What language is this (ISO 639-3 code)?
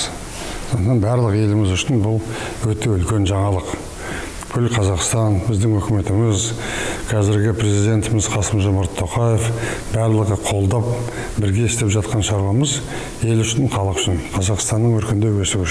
kaz